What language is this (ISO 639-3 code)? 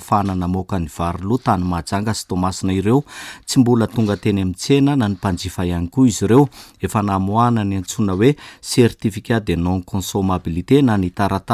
mlg